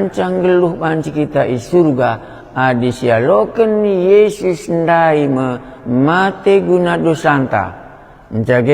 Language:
Batak Karo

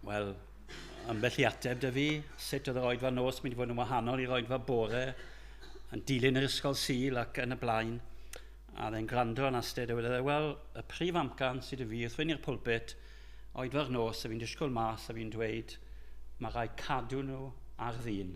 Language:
Welsh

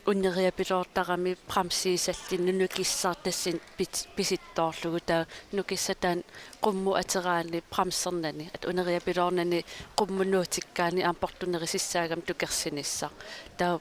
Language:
Kalaallisut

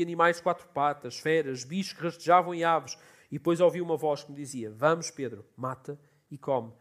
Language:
Portuguese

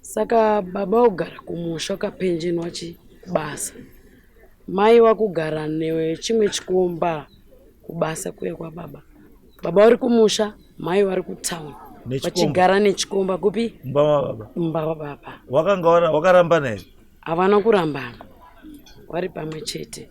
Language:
Shona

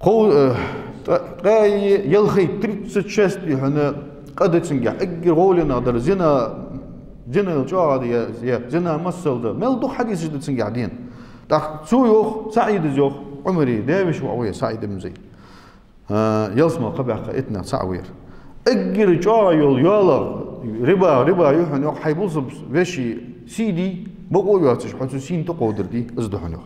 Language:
Ingush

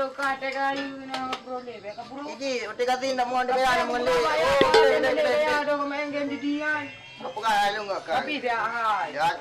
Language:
Achinese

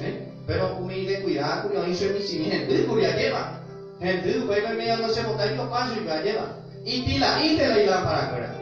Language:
Guarani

